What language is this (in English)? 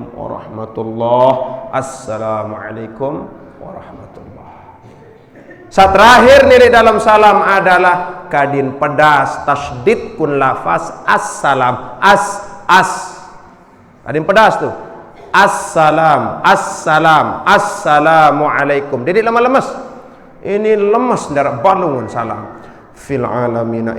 Sasak